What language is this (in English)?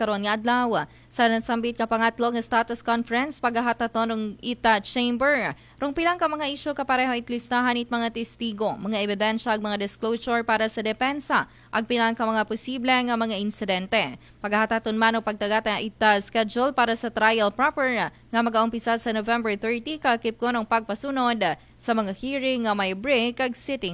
Aklanon